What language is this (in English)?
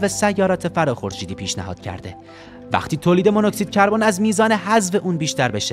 Persian